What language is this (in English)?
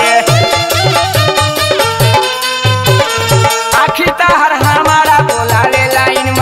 Bhojpuri